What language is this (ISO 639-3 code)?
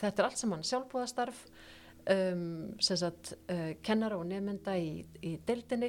isl